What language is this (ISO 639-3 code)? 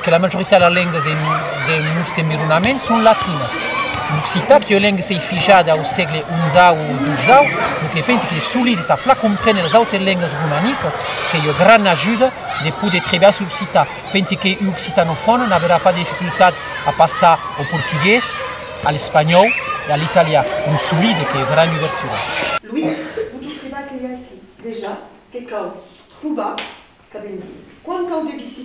oci